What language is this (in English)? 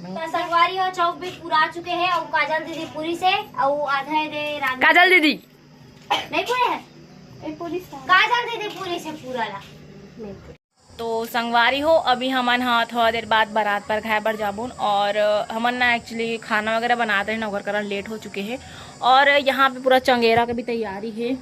Chhattisgarhi